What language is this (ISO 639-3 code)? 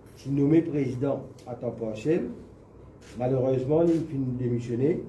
mfe